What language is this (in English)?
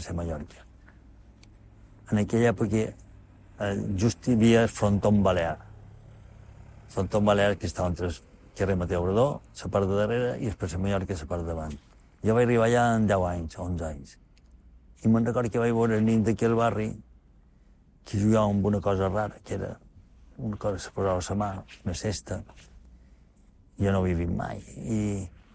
Catalan